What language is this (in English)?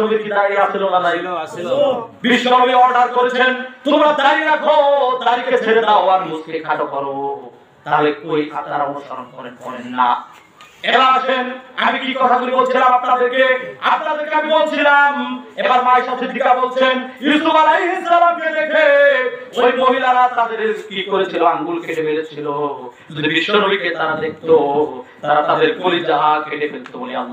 Bangla